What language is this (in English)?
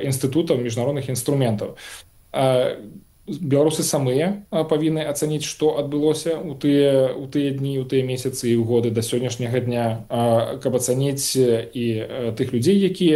Belarusian